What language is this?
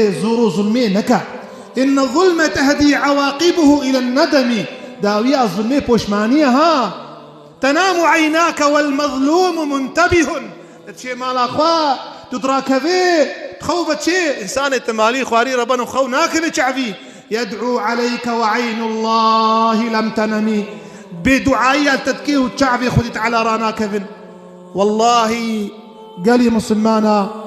Kurdish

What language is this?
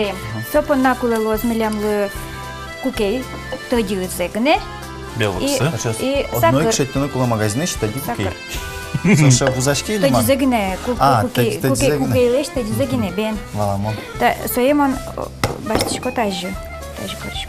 Udmurt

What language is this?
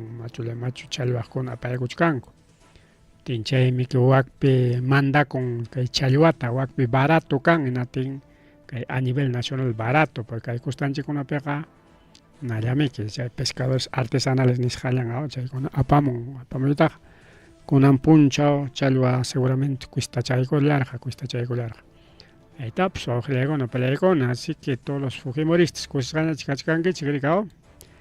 Ayacucho Quechua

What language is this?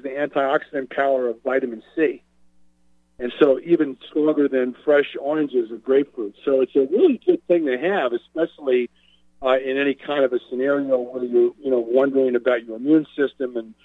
English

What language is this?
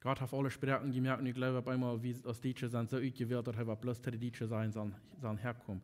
Plautdietsch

